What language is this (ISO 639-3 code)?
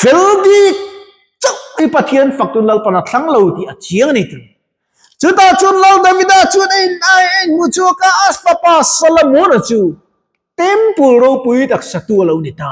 lus